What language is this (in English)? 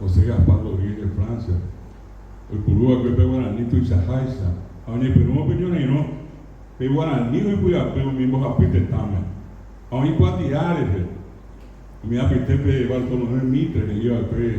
Guarani